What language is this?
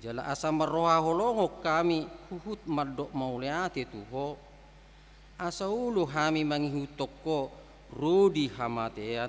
Batak Toba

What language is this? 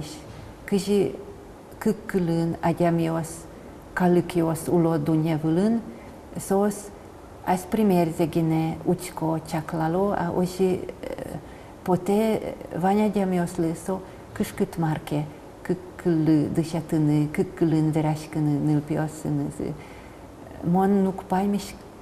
Udmurt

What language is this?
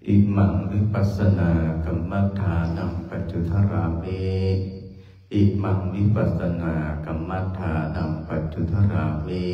Pali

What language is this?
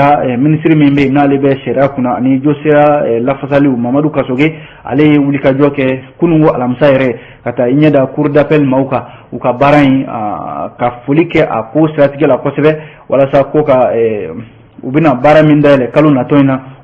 Bambara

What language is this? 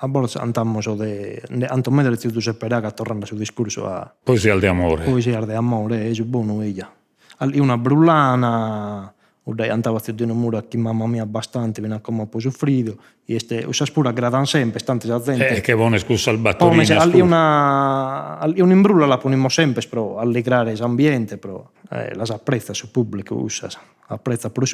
Sardinian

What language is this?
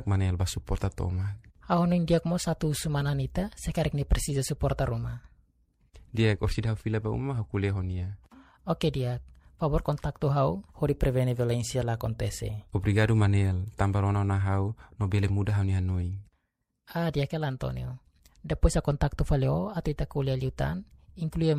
Tetum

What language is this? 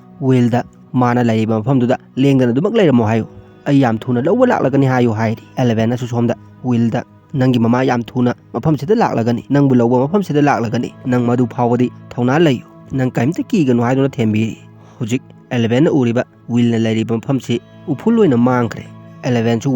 Manipuri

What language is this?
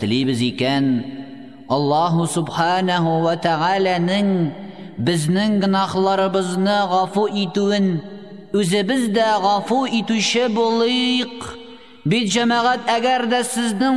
Tatar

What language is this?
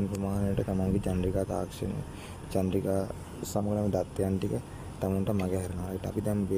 Sinhala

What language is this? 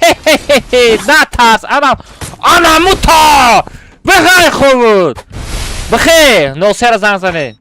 Tajik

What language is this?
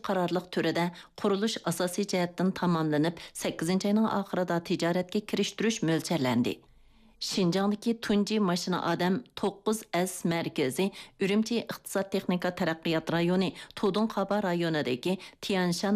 Uyghur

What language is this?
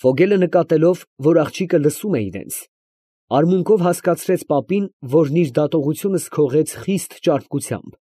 Armenian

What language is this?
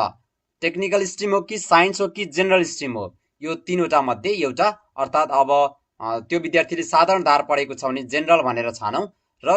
Nepali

